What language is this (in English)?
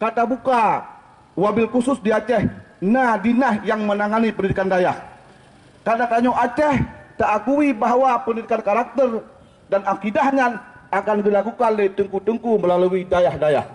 Achinese